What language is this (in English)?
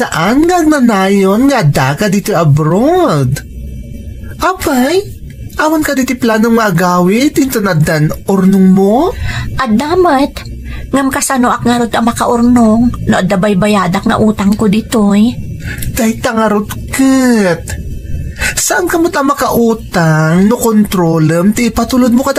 Iloko